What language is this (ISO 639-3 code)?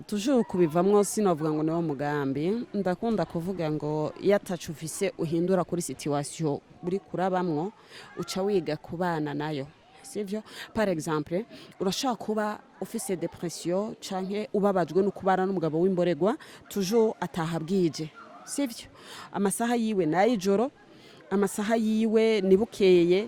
run